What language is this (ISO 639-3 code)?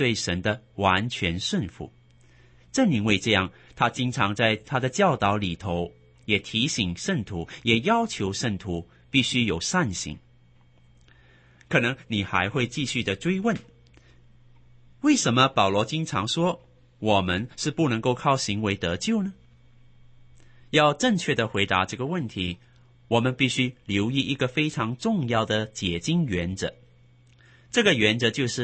zho